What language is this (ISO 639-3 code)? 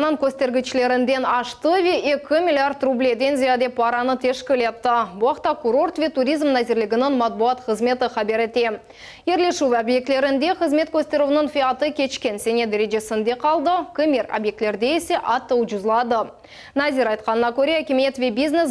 crh